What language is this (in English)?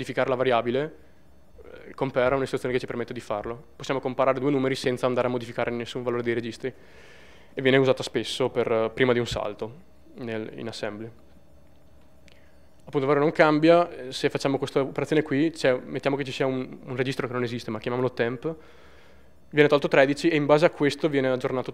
Italian